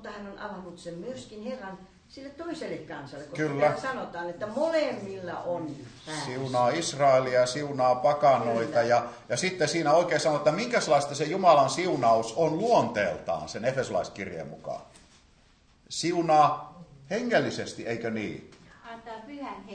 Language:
Finnish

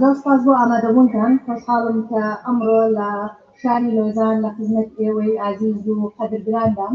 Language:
Kurdish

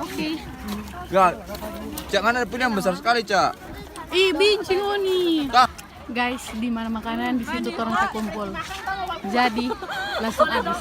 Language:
Manado Malay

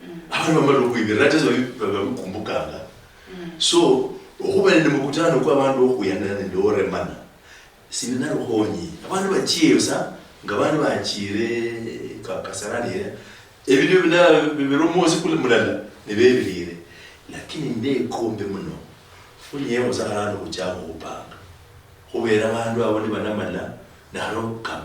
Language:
Luyia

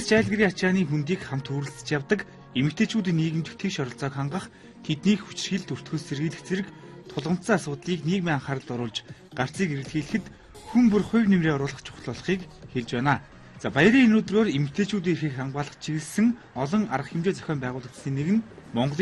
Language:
Mongolian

